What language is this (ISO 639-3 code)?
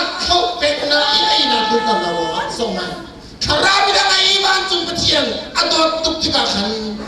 cnh